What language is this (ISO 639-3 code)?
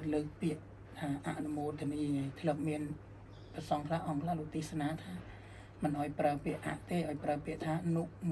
khm